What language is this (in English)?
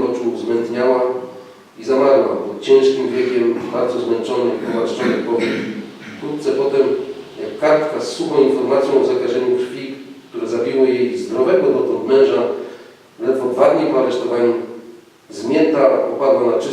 Silesian